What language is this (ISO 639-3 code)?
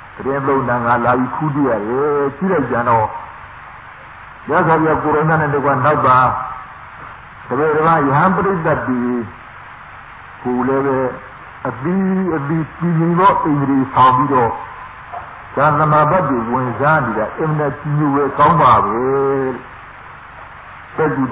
mya